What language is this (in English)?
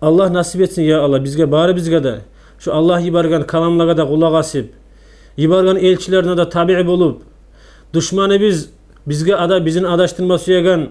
Kumyk